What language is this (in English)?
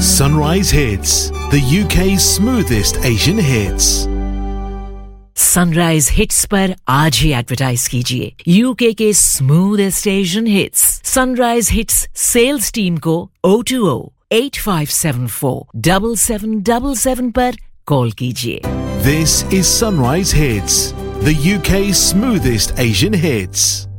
Hindi